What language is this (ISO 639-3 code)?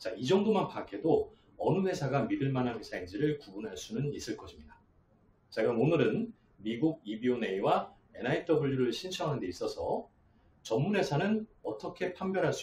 kor